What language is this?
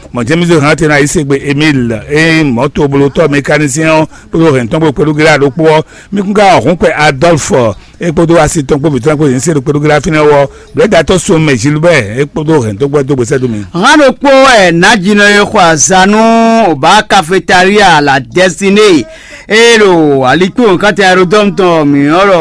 Fon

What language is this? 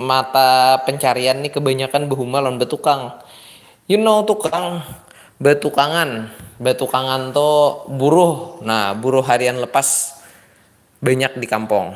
Banjar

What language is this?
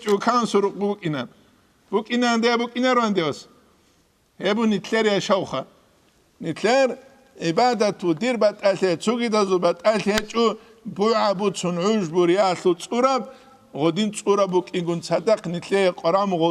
Avaric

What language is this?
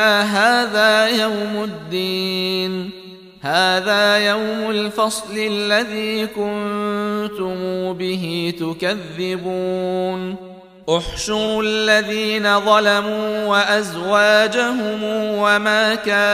Arabic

